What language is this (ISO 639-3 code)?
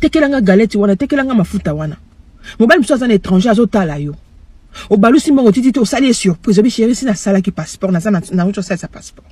lin